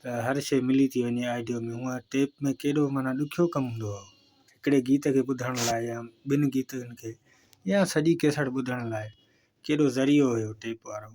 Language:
Sindhi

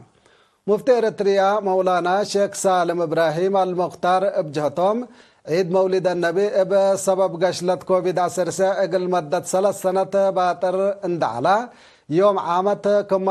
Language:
Tigre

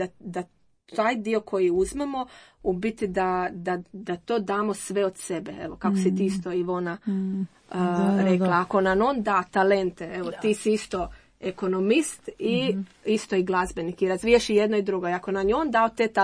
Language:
Croatian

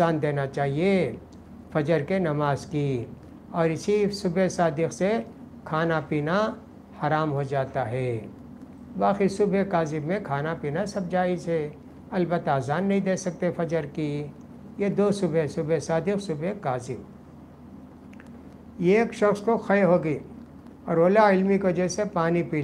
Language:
Urdu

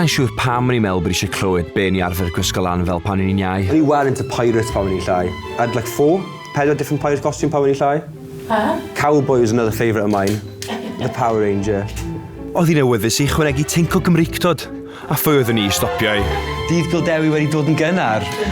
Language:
Welsh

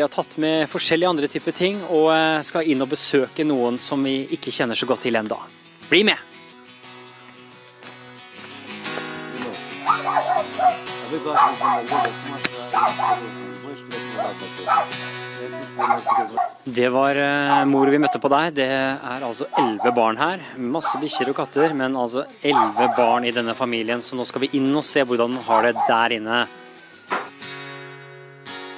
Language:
Norwegian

